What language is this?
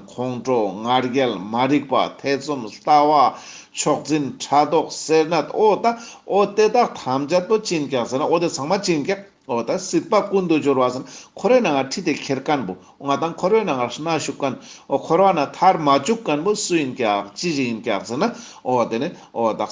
Ladakhi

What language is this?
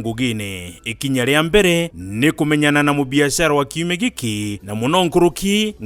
Meru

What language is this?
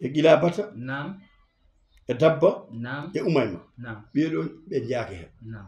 Fula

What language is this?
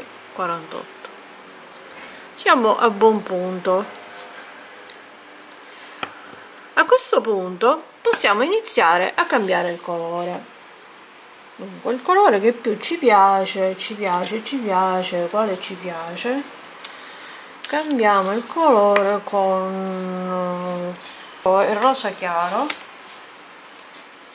Italian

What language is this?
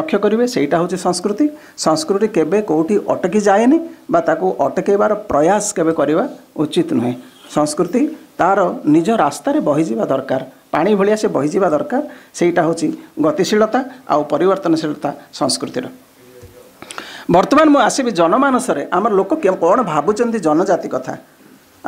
Odia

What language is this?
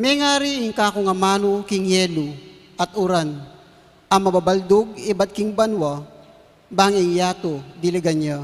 Pampanga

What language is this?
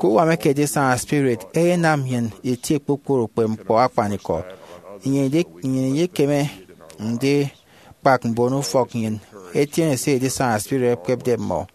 Efik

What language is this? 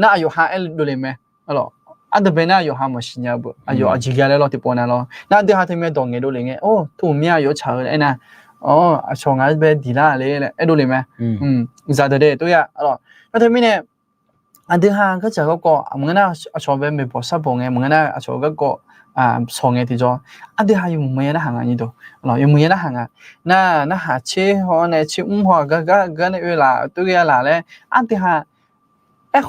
Akha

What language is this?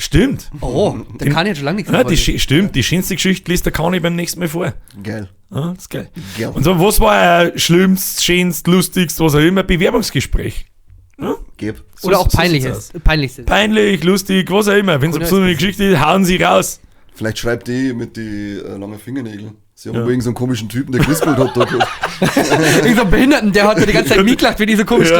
Bavarian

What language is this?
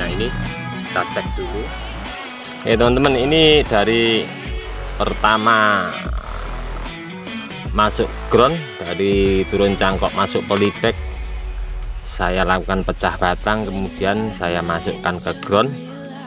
Indonesian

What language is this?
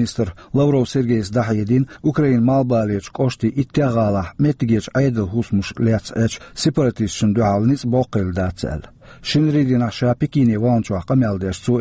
Chechen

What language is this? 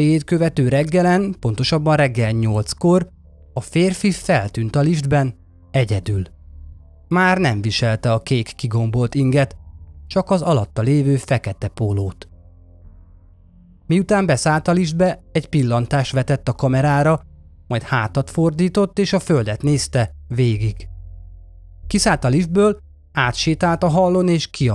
Hungarian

